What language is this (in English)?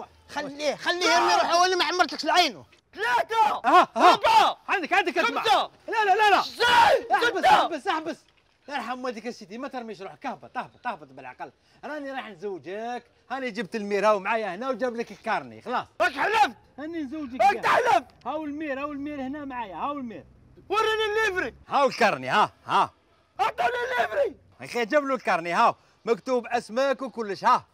Algerian Arabic